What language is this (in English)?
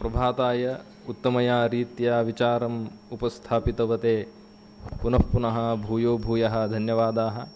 Sanskrit